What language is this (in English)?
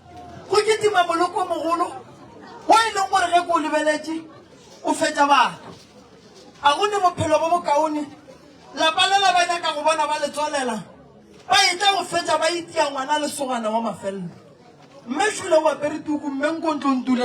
Northern Sotho